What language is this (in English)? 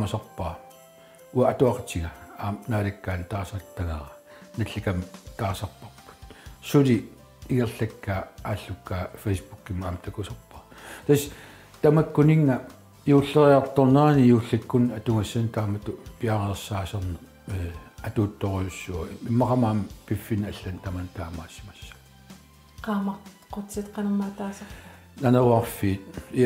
Kalaallisut